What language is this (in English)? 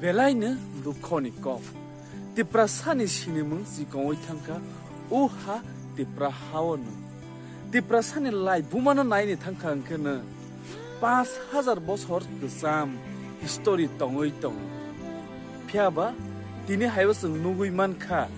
Kok Borok